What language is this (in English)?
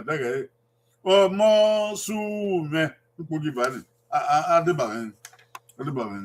Bini